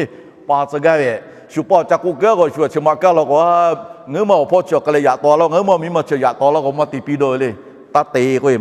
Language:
Lahu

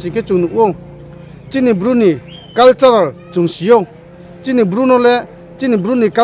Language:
Riang (India)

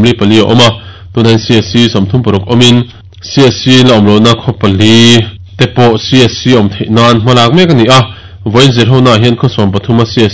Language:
Mizo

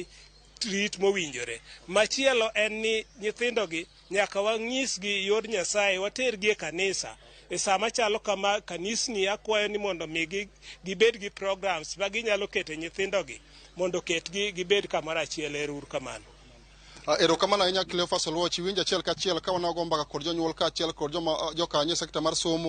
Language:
Luo (Kenya and Tanzania)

